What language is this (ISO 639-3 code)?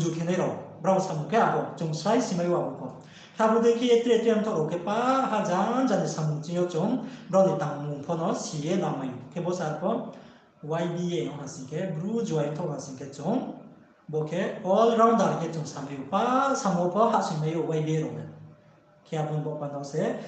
ria